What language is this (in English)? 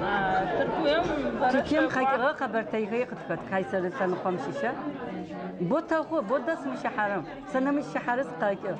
Adyghe